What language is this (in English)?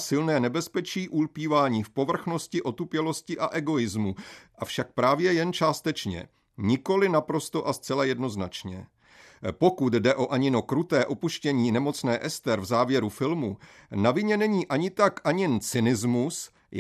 Czech